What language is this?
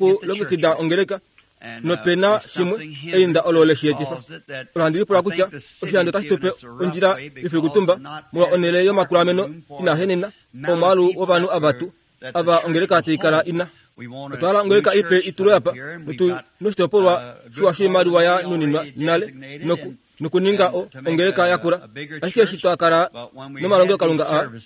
Kuanyama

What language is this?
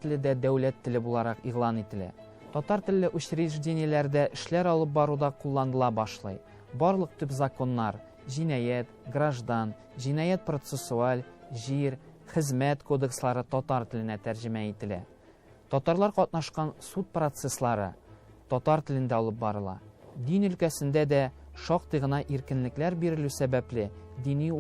Tatar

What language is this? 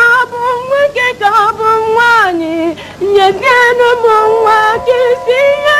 Igbo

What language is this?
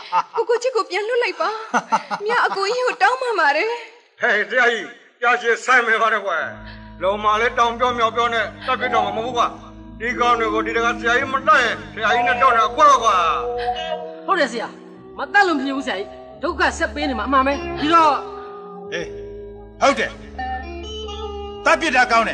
Burmese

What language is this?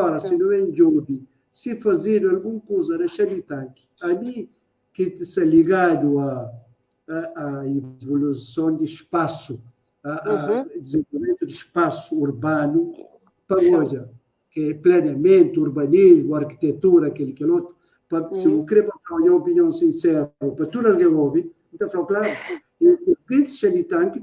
Kabuverdianu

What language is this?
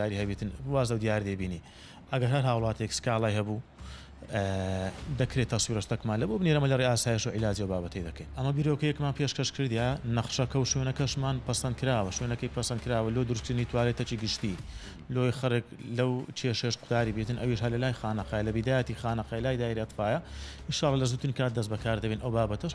Central Kurdish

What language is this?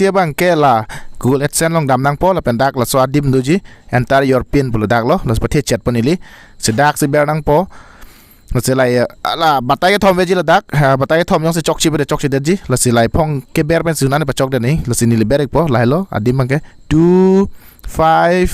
Karbi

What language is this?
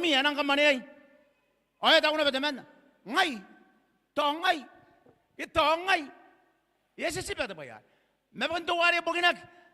Gilbertese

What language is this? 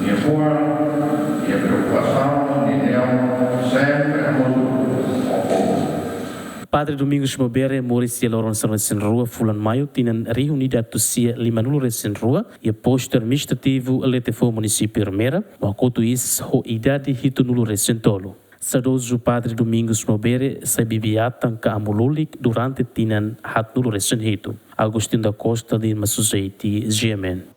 Tetum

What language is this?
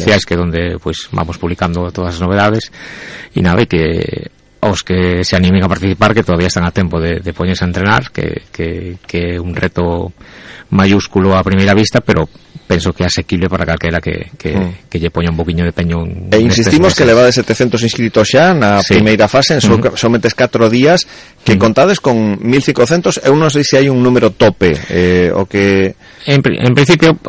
Galician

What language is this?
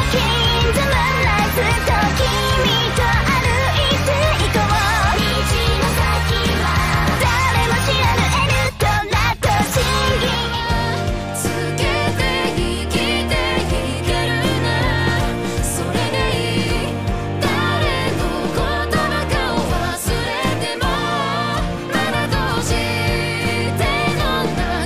Japanese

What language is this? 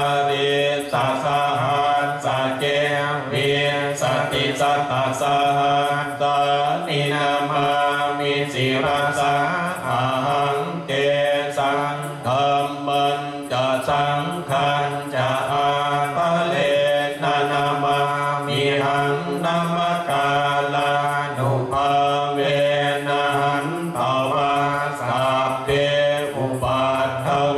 Pali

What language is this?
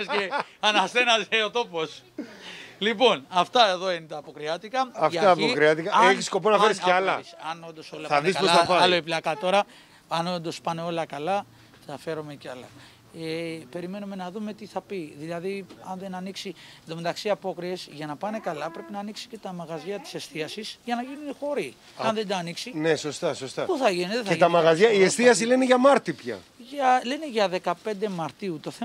Greek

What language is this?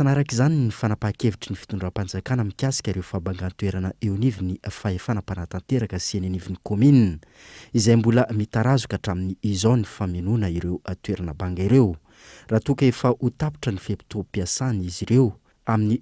Malagasy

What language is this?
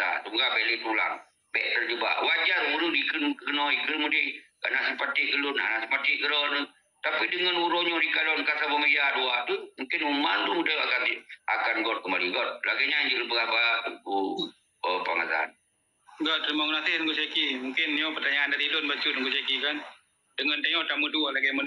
Achinese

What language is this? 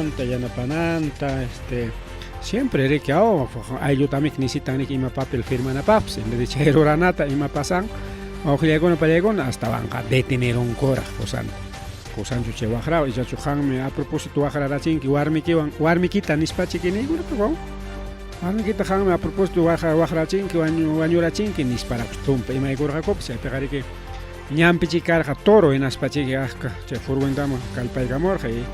Ayacucho Quechua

